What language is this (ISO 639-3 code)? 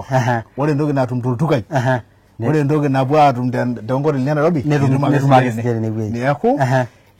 mas